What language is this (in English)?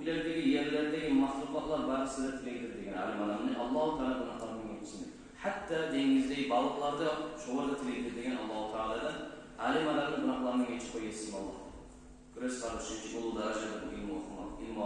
Kumyk